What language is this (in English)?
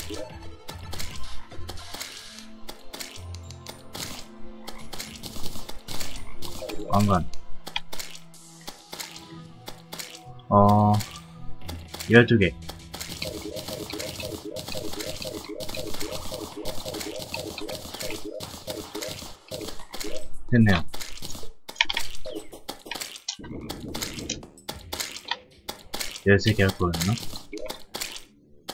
Korean